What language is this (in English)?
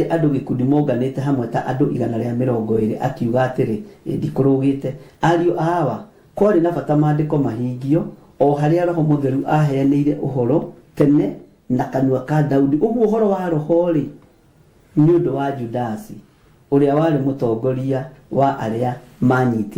Kikuyu